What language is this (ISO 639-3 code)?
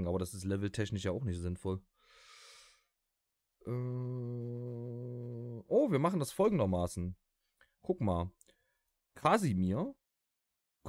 deu